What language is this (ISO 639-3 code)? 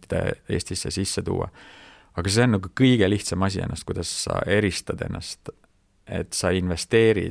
est